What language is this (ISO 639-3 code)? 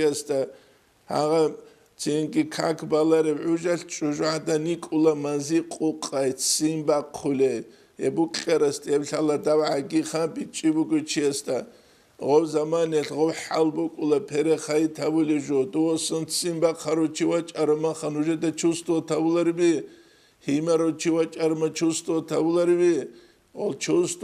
ava